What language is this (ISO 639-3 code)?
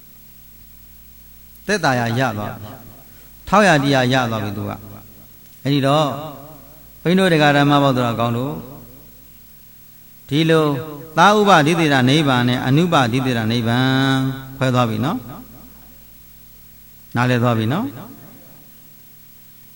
mya